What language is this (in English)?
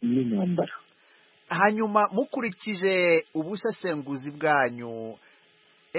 Kinyarwanda